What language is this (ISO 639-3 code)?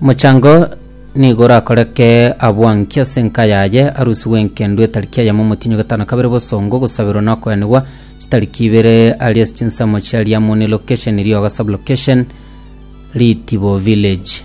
guz